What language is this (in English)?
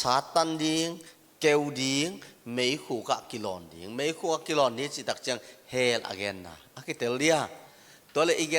Tedim Chin